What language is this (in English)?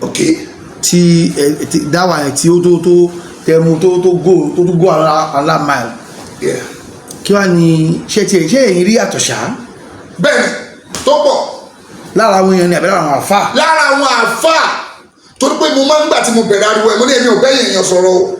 Yoruba